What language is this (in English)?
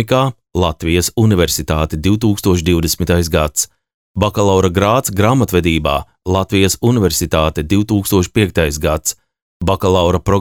Latvian